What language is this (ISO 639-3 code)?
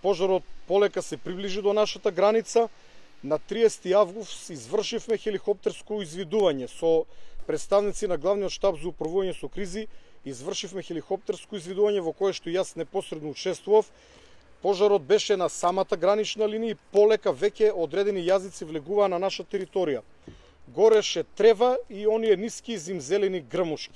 mkd